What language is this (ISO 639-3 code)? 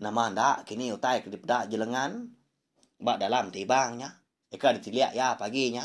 iba